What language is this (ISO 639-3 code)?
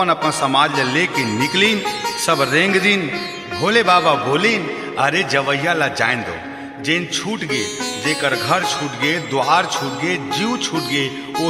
hne